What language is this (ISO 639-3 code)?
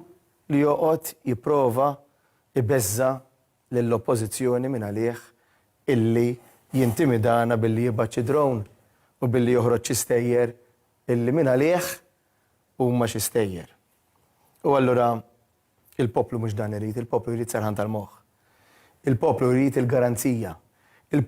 mlt